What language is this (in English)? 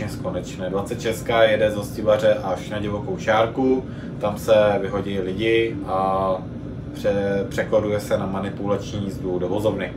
Czech